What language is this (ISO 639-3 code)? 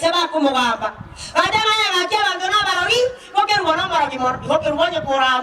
guz